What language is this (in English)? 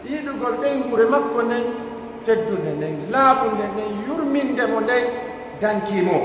Pular